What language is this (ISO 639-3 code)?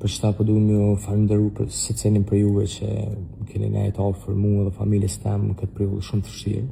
sqi